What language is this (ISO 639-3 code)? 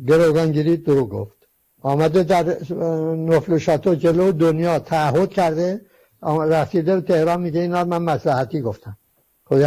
fas